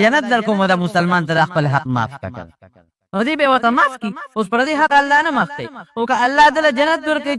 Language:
Pashto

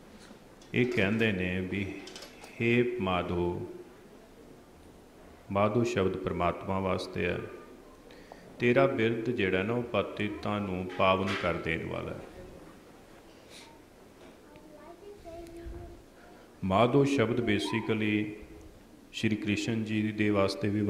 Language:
Punjabi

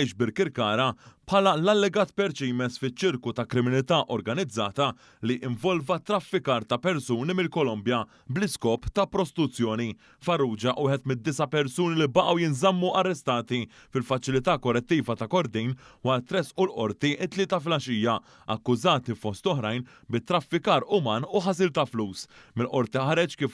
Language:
Maltese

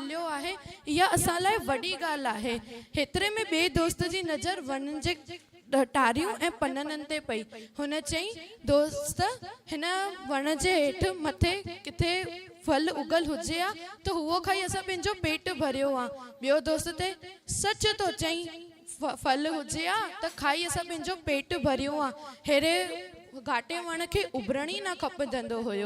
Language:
Sindhi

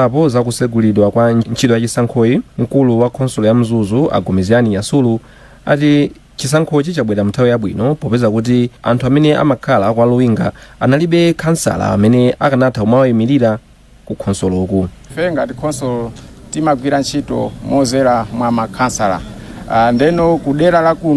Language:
Nyanja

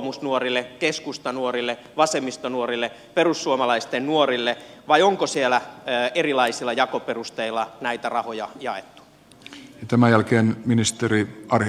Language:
Finnish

